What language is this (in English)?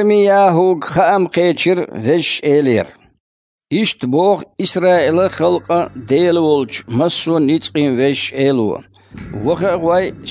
Chechen